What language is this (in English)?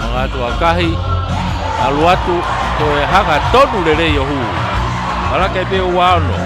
Tongan